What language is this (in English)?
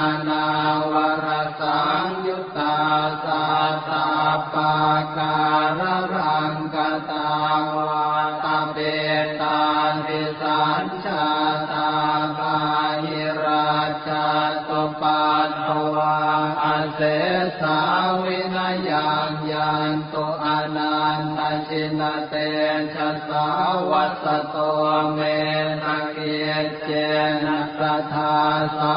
Pali